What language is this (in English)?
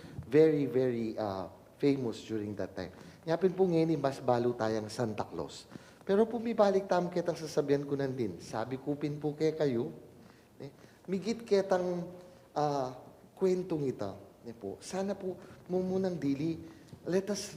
Pampanga